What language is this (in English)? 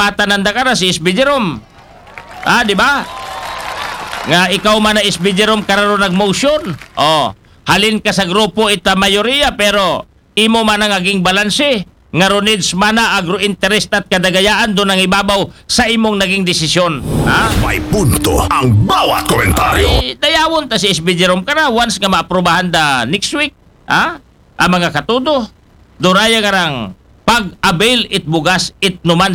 Aklanon